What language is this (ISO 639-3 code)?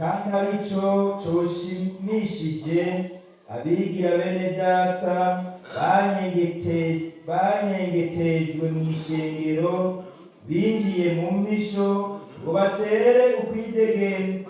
run